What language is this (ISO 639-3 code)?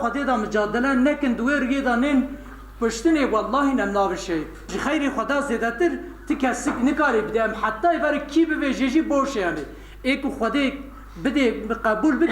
kur